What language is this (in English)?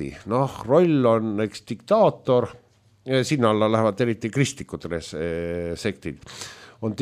Estonian